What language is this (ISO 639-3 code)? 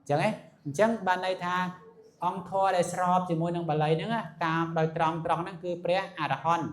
khm